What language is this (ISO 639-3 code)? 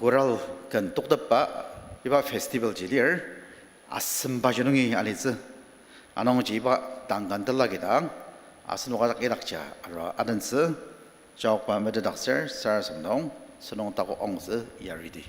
njo